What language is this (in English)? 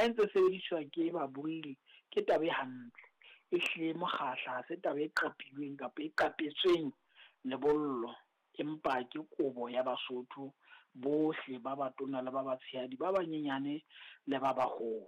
Southern Sotho